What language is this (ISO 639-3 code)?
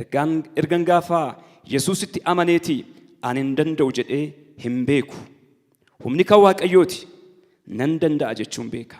orm